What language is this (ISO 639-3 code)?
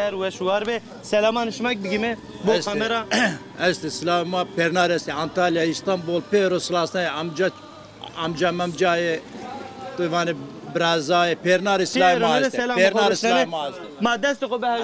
zza